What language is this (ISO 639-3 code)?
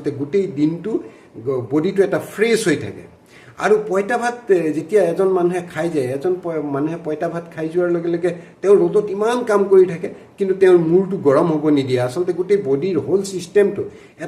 asm